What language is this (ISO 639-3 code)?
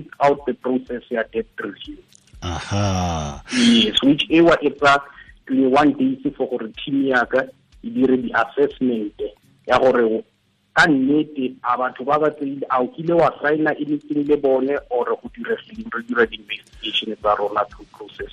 tsn